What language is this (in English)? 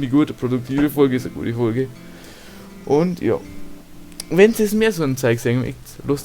Bavarian